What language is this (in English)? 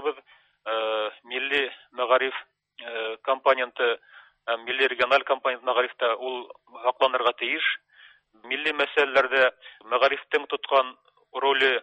Tatar